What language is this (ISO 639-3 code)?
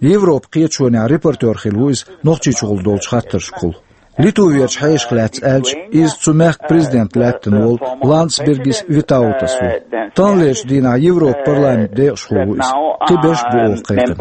che